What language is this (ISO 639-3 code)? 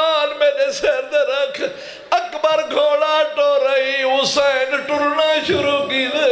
skr